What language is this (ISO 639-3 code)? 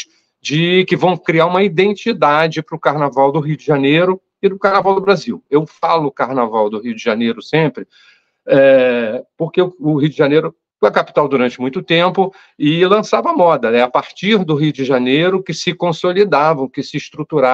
por